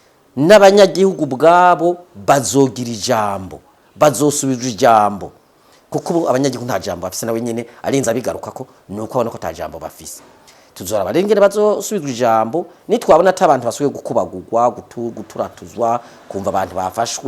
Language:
Rundi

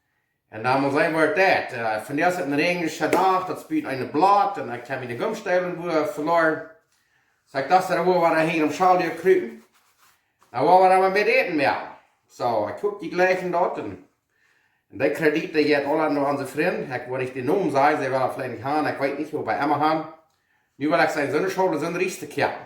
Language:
Plautdietsch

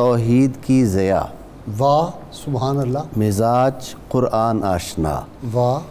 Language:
Urdu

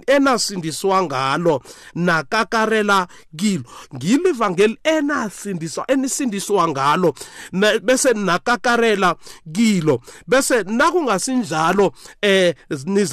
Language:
South Ndebele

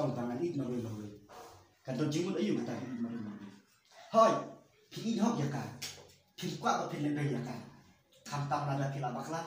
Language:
Khasi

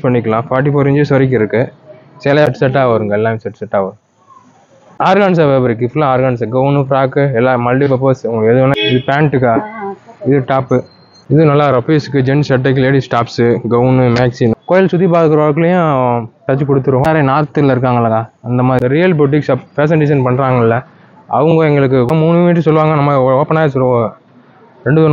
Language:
Tamil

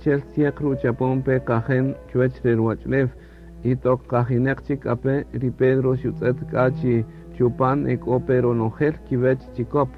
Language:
Kaqchikel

